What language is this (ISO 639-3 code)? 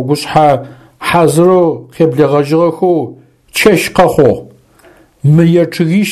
ady